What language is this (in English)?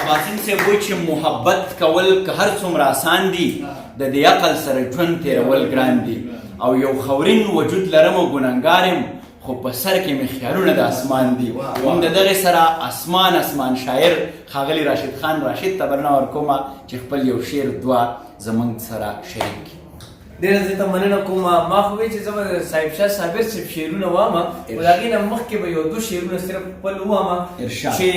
Pashto